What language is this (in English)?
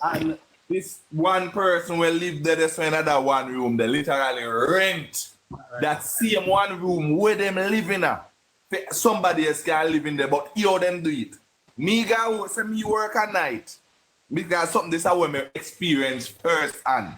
Jamaican Creole English